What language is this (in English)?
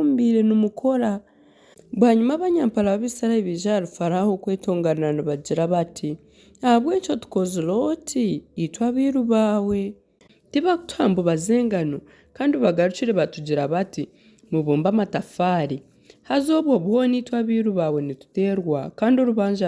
Nyankole